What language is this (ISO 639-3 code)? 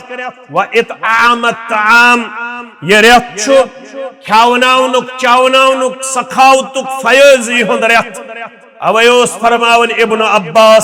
kas